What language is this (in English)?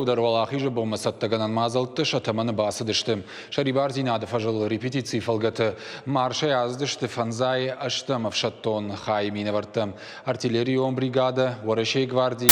Ossetic